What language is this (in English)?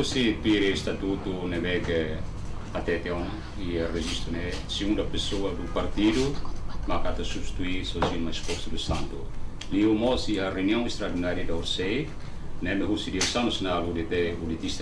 Tetum